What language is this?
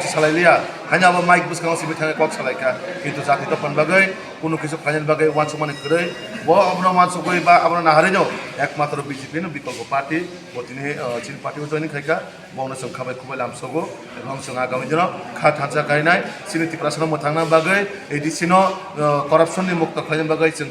Kok Borok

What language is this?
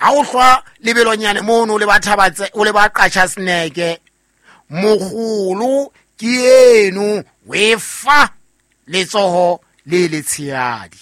Southern Sotho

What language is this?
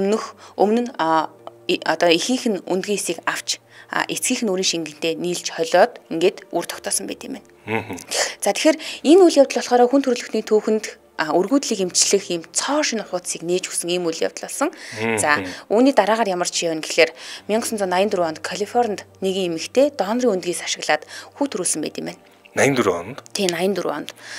Mongolian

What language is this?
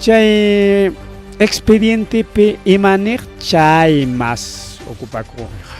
Ayacucho Quechua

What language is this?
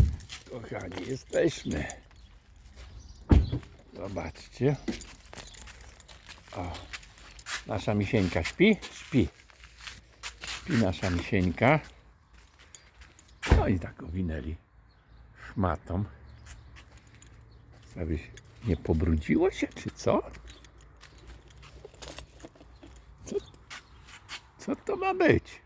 Polish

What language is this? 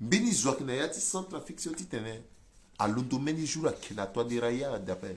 Sango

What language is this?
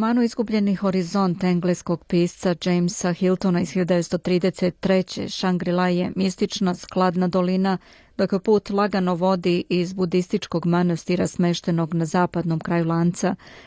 Serbian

